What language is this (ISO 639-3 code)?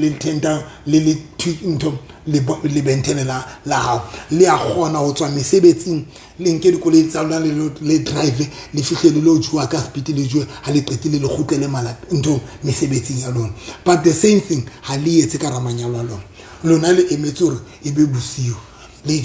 sot